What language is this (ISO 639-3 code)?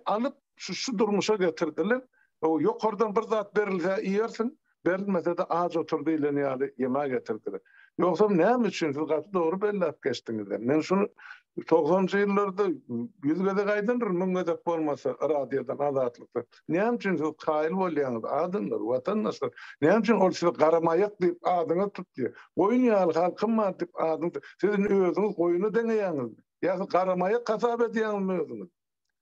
tuk